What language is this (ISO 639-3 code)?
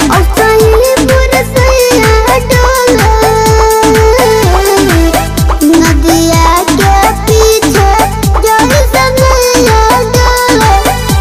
bho